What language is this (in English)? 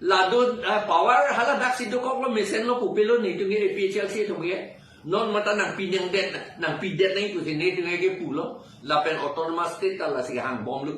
Karbi